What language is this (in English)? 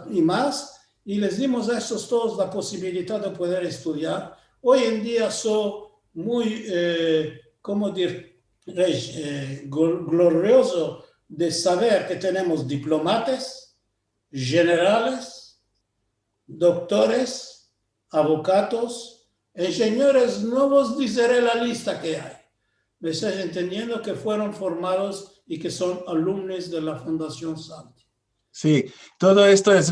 Ladino